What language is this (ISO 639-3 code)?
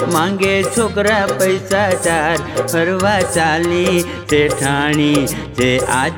guj